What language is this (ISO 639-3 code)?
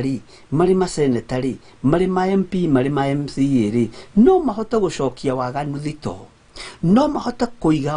kik